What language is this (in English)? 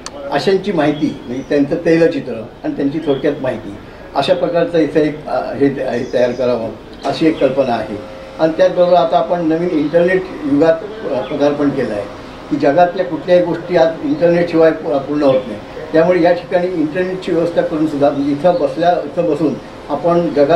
Marathi